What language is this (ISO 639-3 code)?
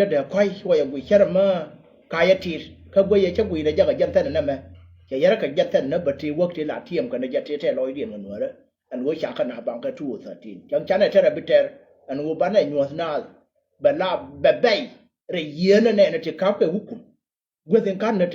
nus